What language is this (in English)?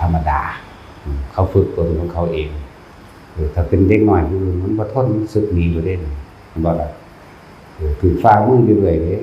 Northeastern Thai